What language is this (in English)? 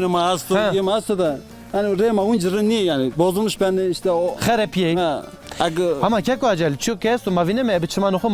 Zaza